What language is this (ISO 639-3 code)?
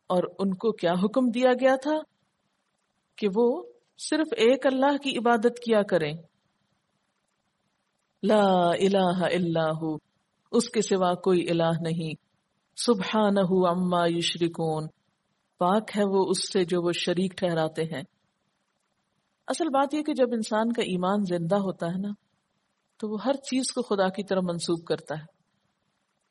urd